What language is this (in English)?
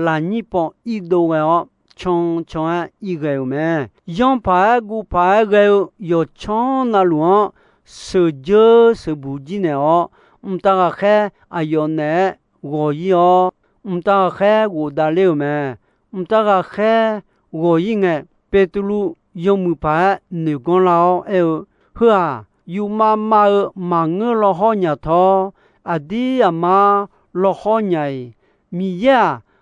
Akha